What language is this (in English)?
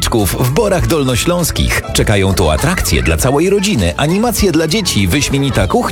Polish